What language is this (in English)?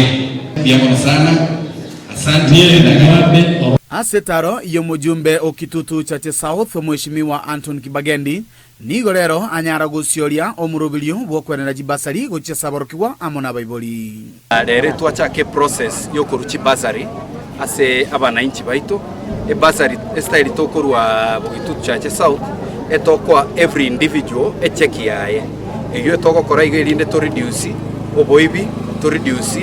Gusii